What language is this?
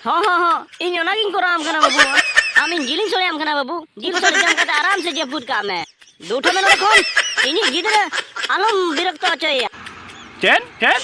Santali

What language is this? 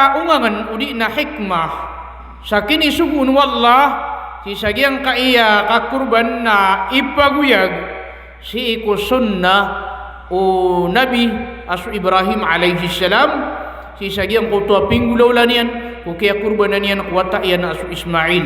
Maranao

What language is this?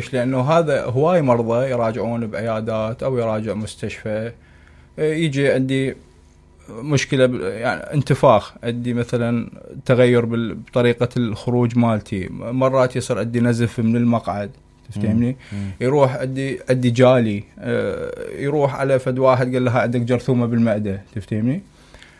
Mesopotamian Arabic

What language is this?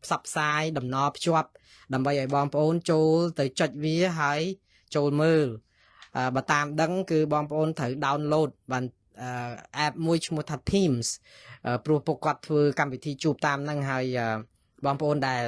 Khmer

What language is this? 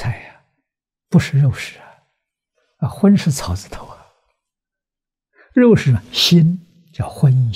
Chinese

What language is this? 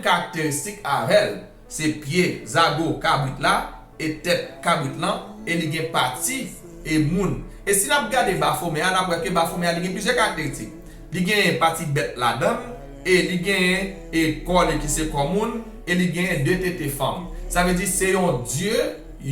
Haitian Creole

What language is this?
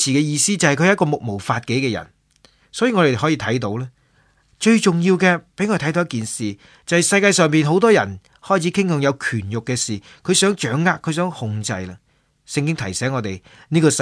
Cantonese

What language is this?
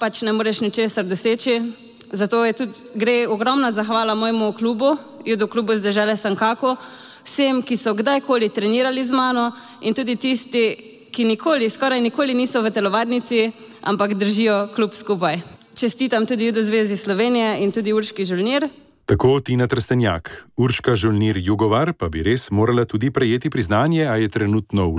Slovenian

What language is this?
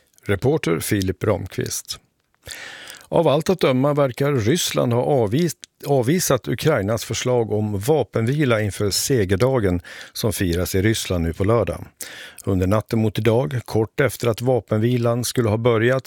Swedish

